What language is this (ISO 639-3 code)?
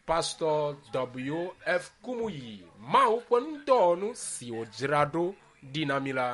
ewe